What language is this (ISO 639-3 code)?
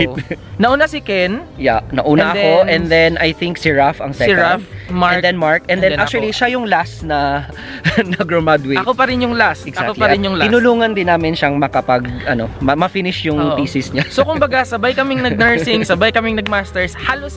fil